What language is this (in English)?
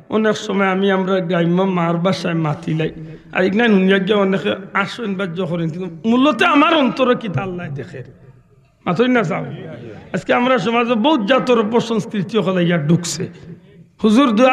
Sylheti